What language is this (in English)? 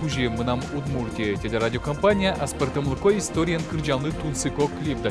Udmurt